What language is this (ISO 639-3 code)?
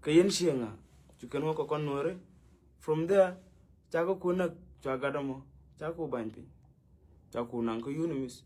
nus